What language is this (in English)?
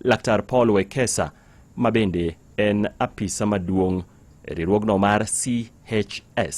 Luo (Kenya and Tanzania)